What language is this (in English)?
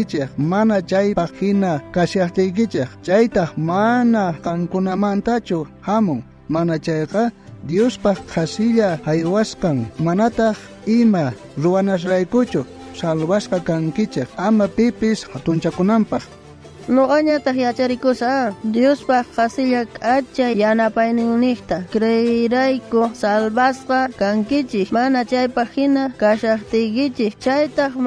South Bolivian Quechua